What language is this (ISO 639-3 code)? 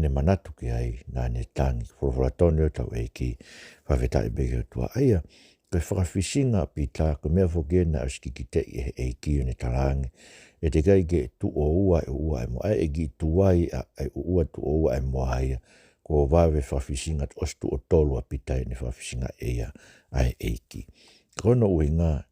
ton